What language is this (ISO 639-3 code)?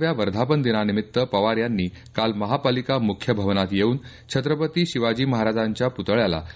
mar